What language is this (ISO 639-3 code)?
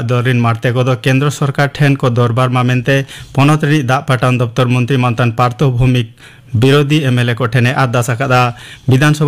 sat